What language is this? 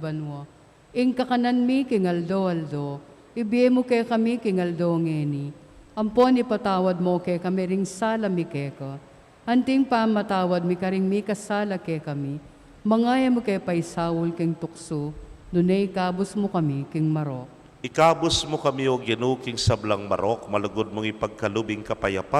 Pampanga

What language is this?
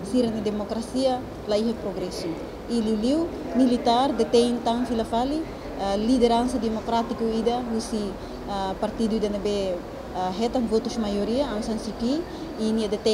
Tetum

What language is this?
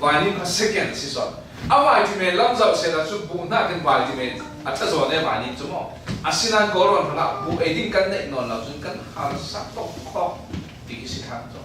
Falam Chin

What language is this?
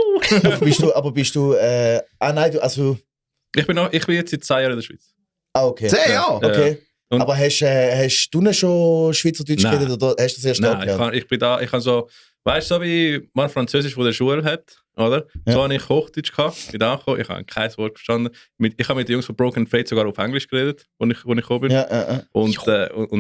Swiss German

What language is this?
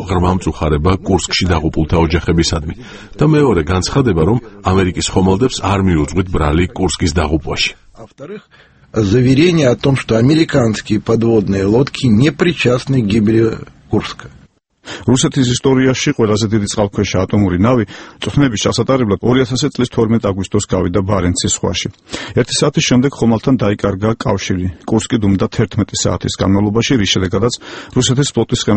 Georgian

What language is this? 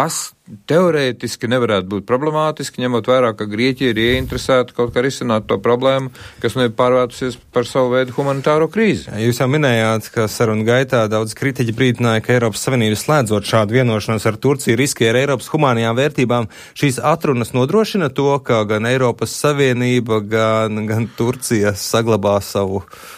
Latvian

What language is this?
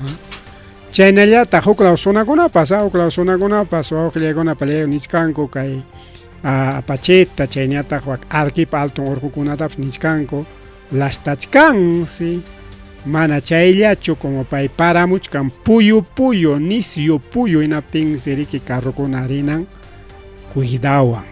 Ayacucho Quechua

